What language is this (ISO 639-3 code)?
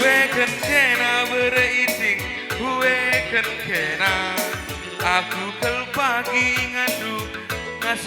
btx